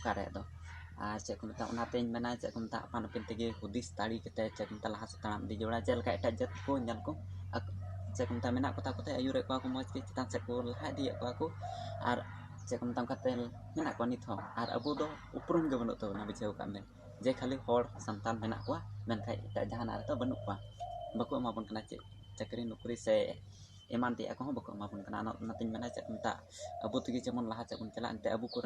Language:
Santali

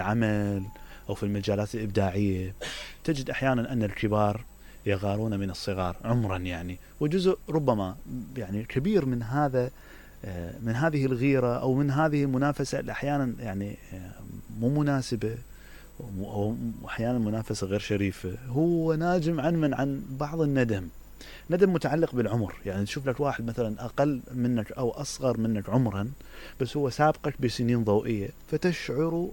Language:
Mesopotamian Arabic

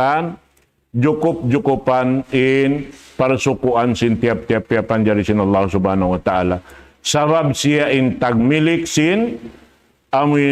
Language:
Tausug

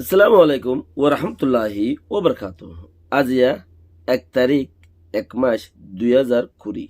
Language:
Rohingya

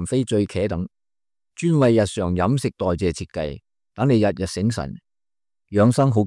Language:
Cantonese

